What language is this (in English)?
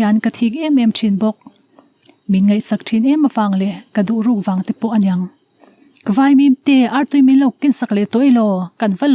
Mizo